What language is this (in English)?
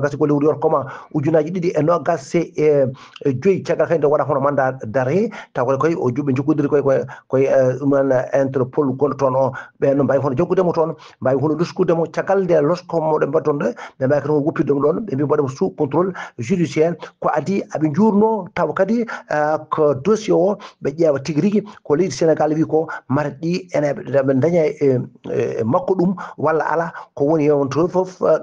Fula